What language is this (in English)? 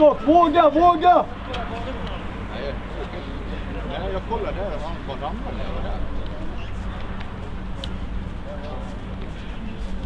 Swedish